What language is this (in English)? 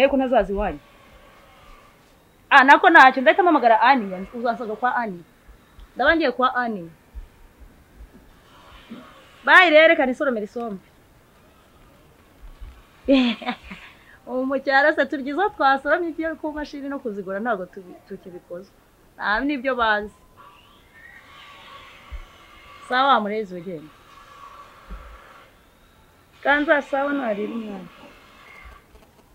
Kinyarwanda